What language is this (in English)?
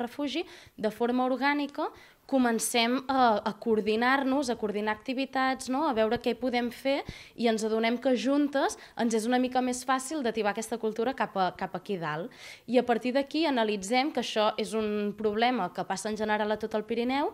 Catalan